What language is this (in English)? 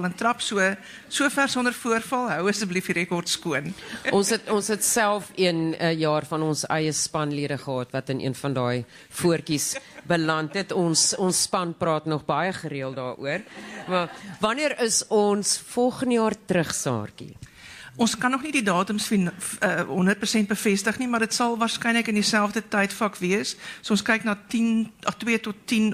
Afrikaans